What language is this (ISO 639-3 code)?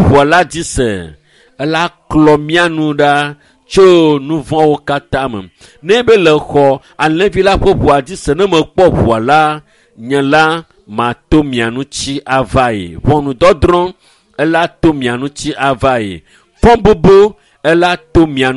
ewe